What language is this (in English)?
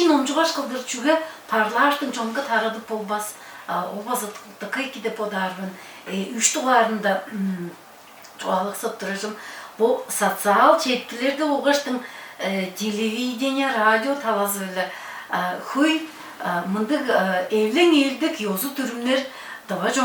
Tuvinian